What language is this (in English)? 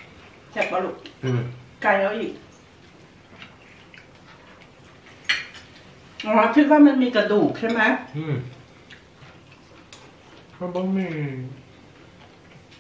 Thai